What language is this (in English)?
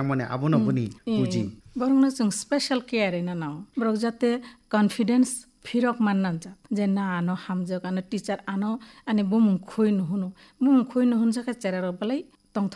Kok Borok